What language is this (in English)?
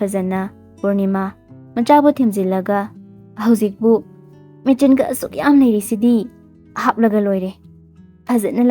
Manipuri